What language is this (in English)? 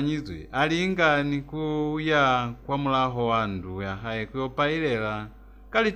Lozi